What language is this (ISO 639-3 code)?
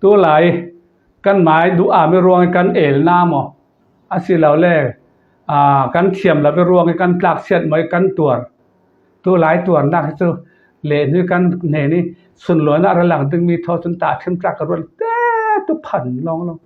cfm